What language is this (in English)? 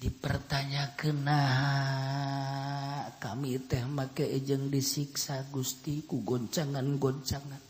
Sundanese